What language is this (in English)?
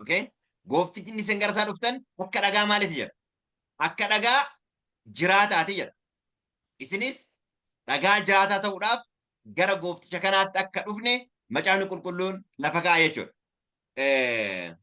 Oromo